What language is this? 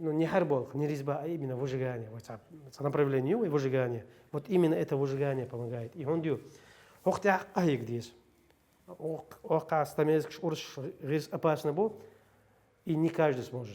Chechen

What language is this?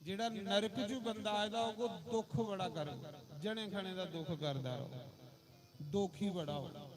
Dogri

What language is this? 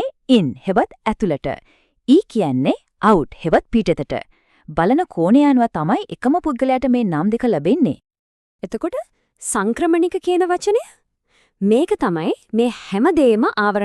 Sinhala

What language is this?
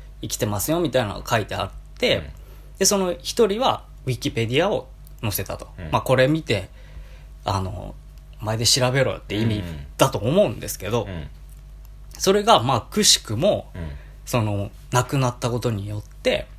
Japanese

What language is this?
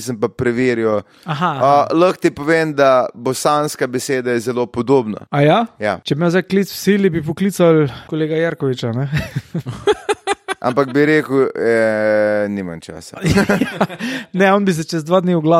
Slovenian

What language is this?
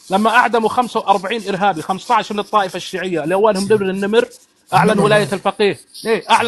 North Levantine Arabic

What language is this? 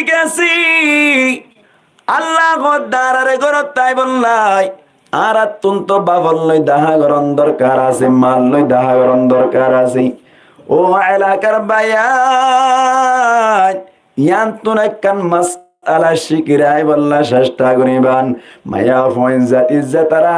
Rohingya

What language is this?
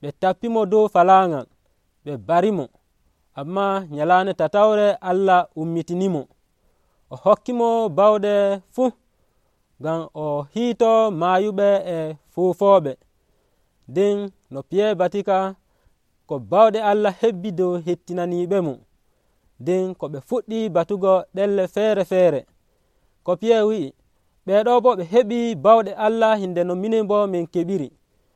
Nigerian Fulfulde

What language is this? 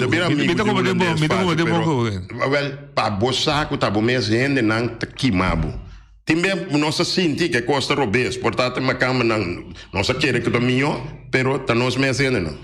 Papiamento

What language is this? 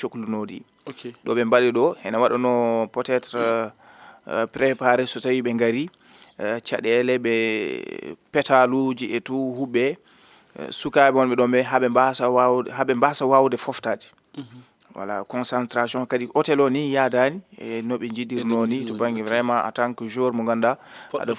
Fula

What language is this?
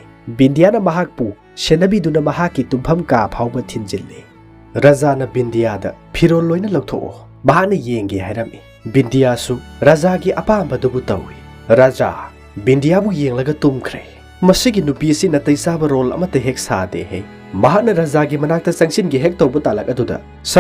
Manipuri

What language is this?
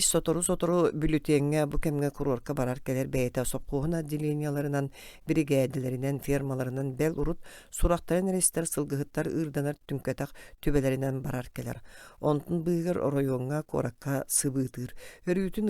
Yakut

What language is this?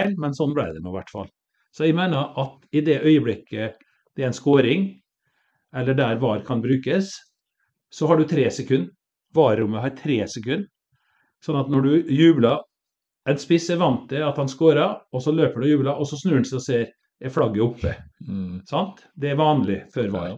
Norwegian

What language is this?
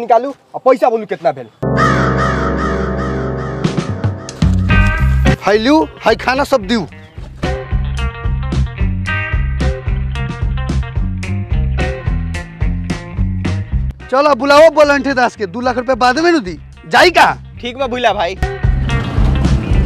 Bhojpuri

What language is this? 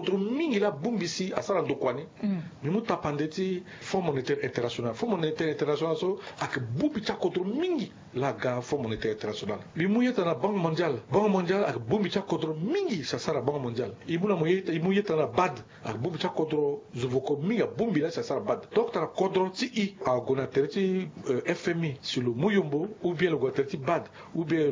Sango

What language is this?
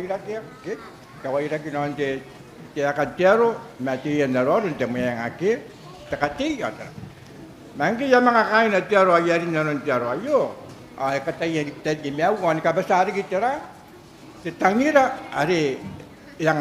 Gilbertese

